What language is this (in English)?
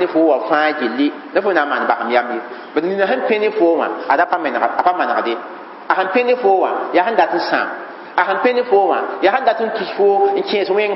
Mossi